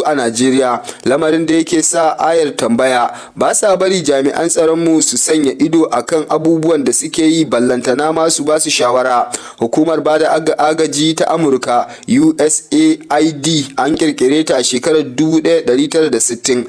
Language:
Hausa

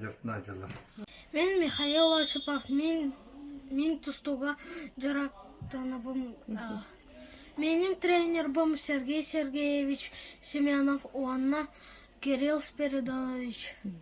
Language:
Yakut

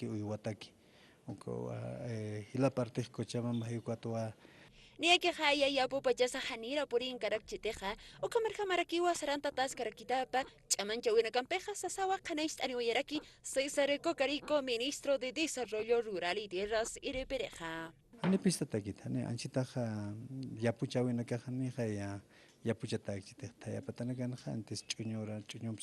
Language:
Aymara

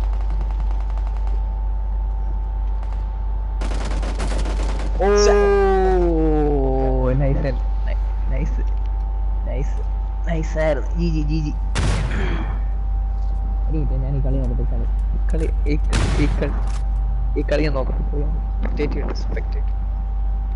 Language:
Malayalam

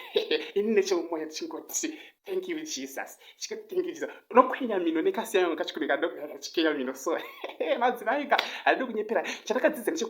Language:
Shona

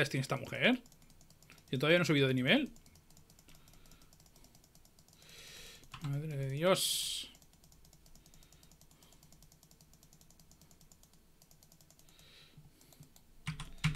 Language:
Spanish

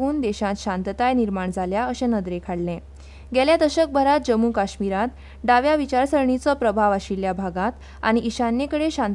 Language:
Konkani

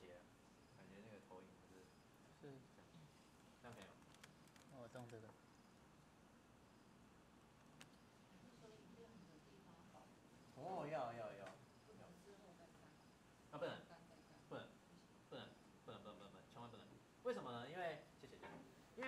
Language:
Chinese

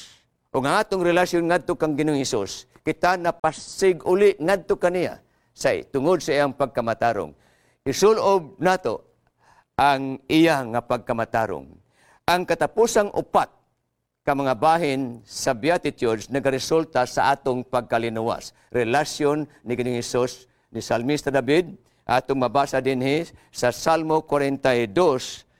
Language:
Cebuano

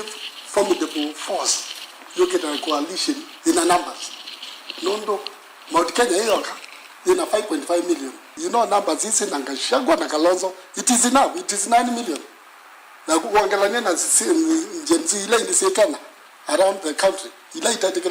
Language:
Kamba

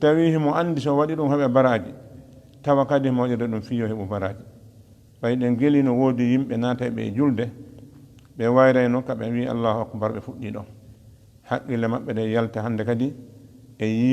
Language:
Fula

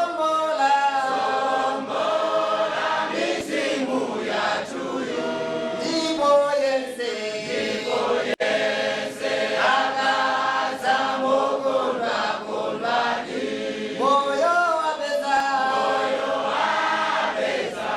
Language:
Nyanja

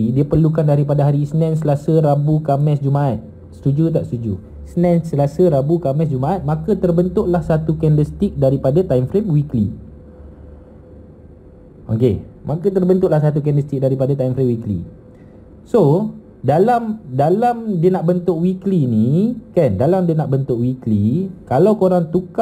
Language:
Malay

